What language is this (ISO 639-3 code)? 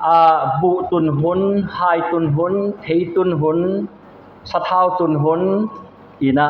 pck